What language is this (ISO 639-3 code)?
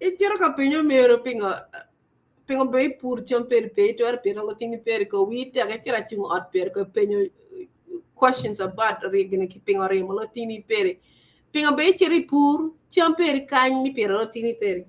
ach